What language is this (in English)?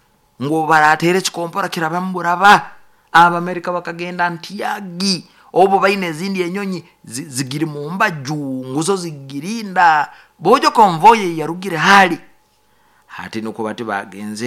Nyoro